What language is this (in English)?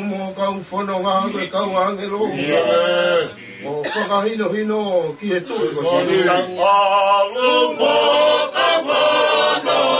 Tongan